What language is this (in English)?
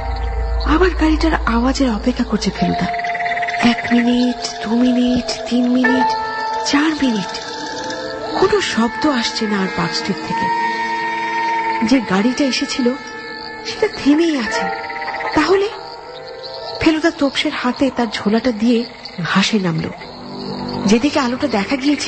Bangla